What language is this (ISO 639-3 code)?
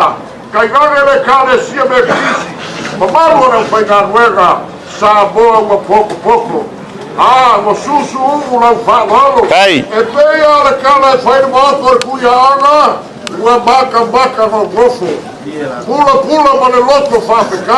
smo